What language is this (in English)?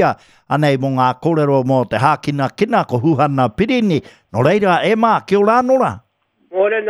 Māori